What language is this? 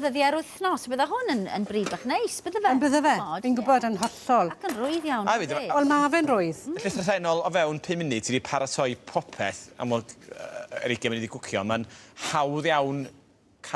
Welsh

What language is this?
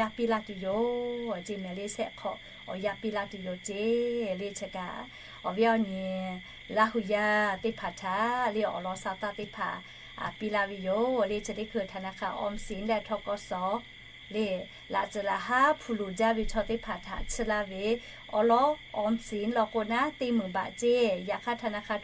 Lahu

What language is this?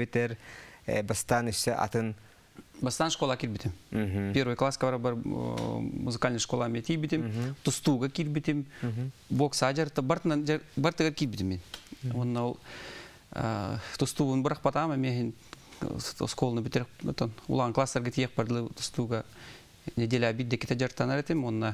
Yakut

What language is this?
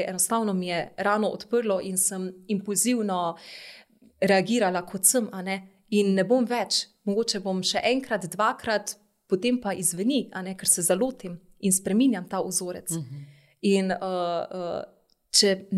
Slovenian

